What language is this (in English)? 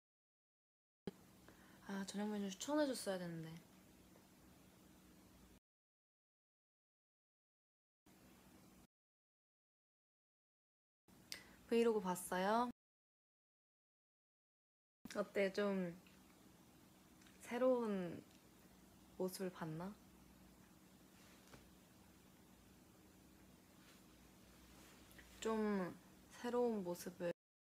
Korean